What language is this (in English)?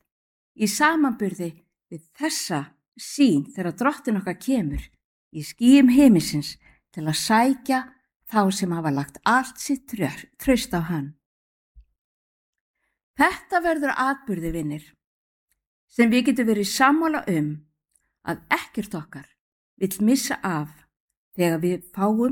Icelandic